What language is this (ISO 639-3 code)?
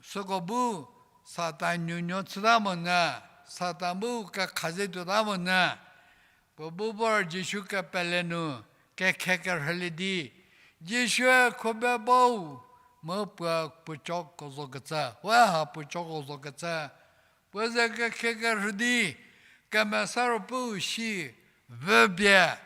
njm